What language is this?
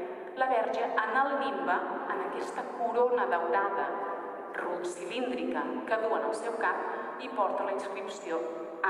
Catalan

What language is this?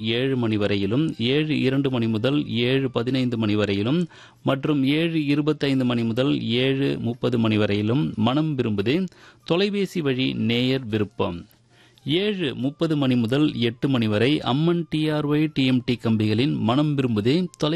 Tamil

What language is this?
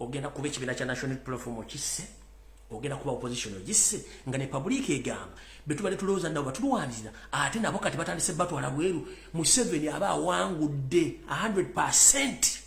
Ganda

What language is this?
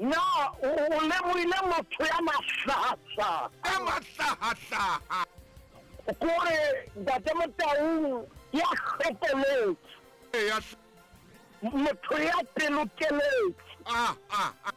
Southern Sotho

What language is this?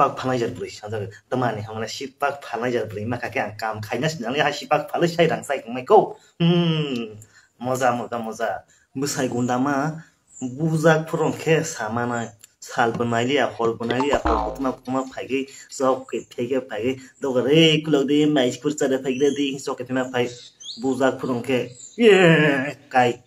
Kok Borok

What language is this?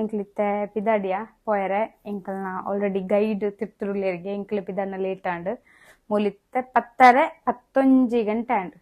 Tulu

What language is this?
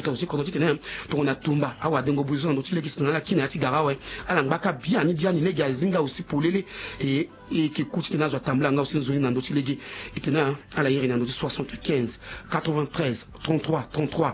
Sango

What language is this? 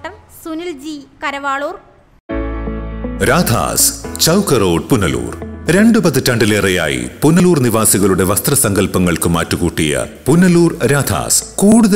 Malayalam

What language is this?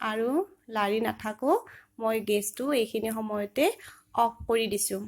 Assamese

